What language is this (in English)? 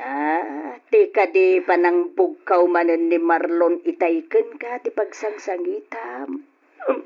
Iloko